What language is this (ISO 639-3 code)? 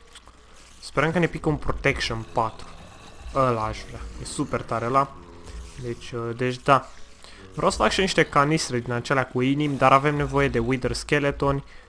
ron